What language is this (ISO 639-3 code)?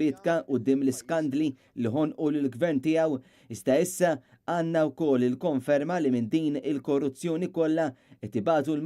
mlt